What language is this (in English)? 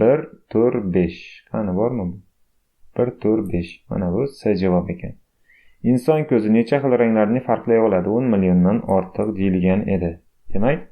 Uzbek